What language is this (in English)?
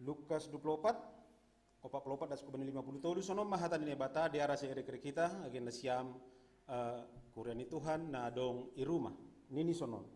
Batak Simalungun